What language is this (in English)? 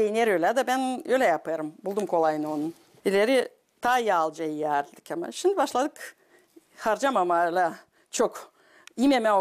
Gagauz